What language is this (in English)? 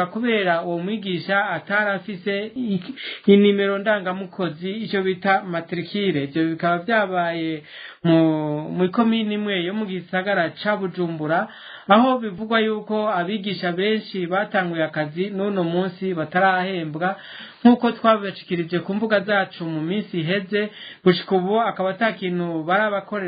Rundi